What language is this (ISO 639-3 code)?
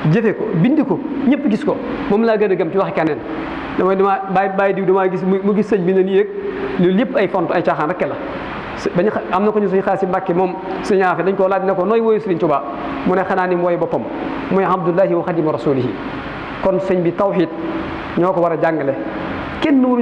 wol